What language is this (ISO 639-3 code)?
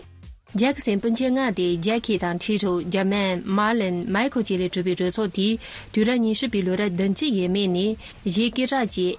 bod